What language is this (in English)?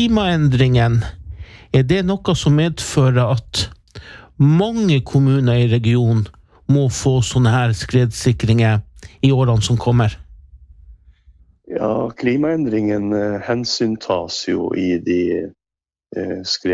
Norwegian